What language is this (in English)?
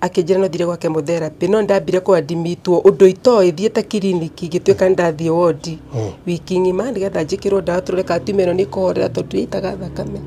Kikuyu